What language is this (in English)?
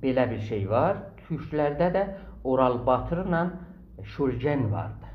South Azerbaijani